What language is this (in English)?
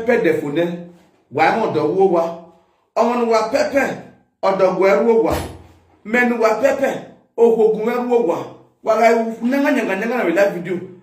Nigerian Pidgin